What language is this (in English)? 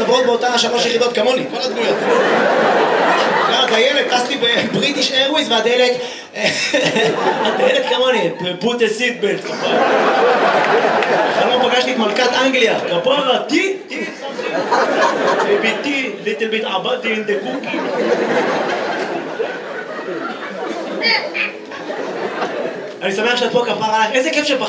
Hebrew